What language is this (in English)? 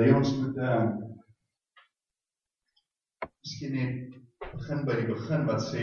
Afrikaans